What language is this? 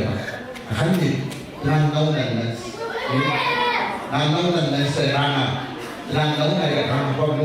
Gilbertese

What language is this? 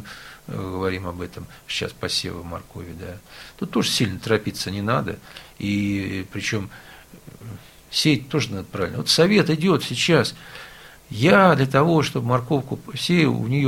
Russian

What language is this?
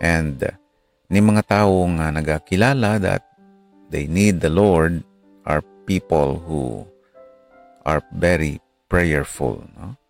Hiligaynon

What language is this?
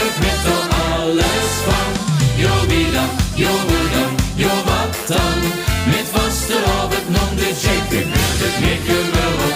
Limburgish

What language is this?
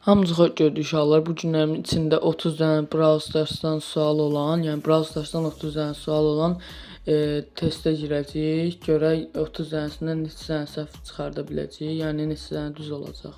Azerbaijani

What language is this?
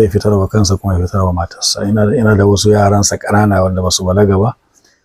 Hausa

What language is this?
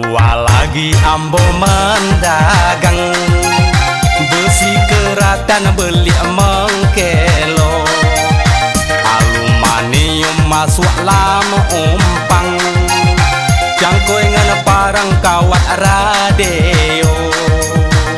Malay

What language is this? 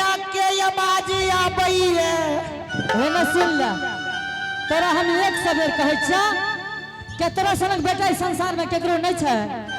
Angika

